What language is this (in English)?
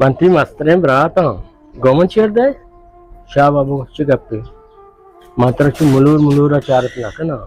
Baluchi